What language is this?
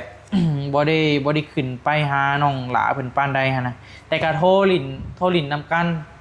Northeastern Thai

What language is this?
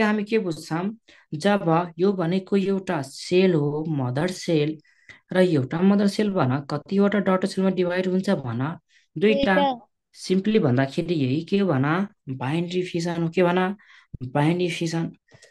Nepali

